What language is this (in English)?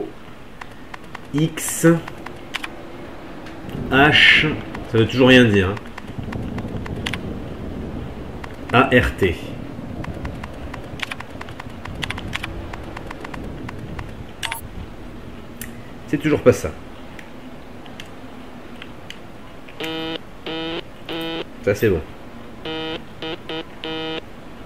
French